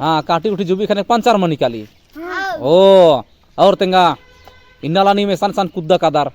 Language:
Kurukh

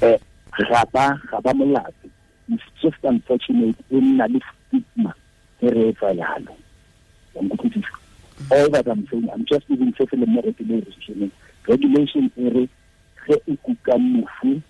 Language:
Tswana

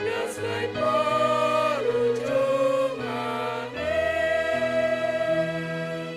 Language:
Batak Simalungun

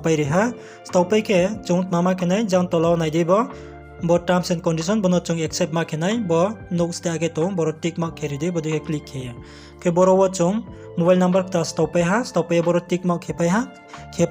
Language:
Riang (India)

